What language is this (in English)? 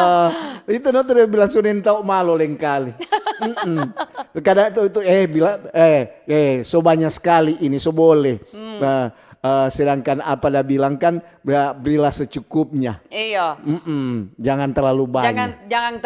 Manado Malay